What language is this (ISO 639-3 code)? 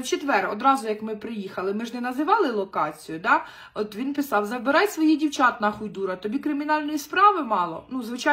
ukr